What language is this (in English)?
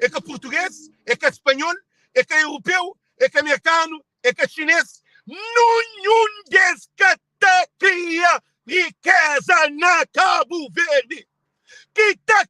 Kabuverdianu